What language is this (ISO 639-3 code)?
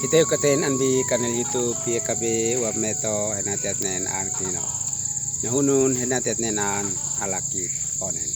aoz